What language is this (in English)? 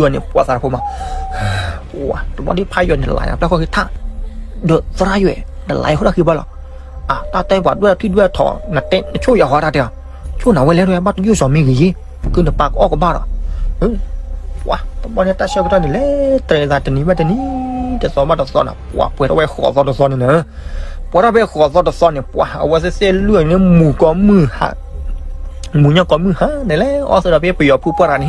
S'gaw Karen